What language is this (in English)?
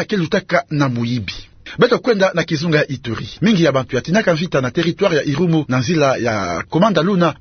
Kituba (Democratic Republic of Congo)